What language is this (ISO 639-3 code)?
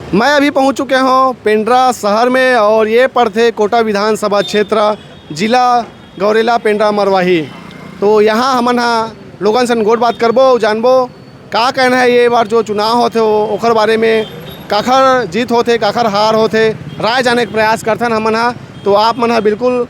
hne